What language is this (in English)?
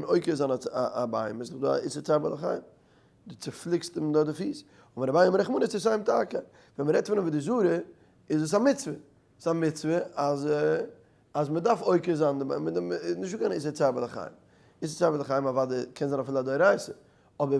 Yiddish